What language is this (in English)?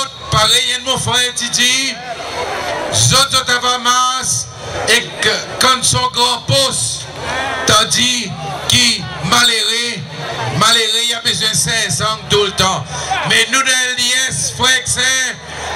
Seselwa Creole French